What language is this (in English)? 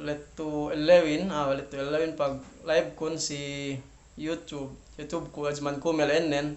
Yakan